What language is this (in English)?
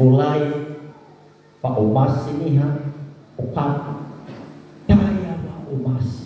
Nias